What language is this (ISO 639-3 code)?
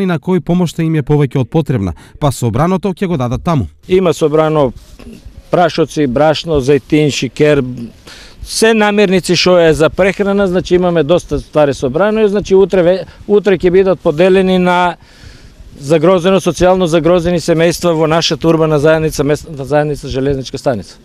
mkd